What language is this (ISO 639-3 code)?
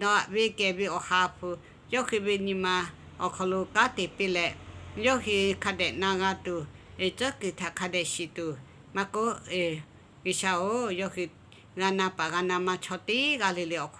lhu